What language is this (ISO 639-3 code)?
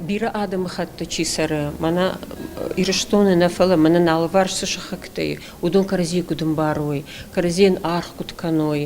oss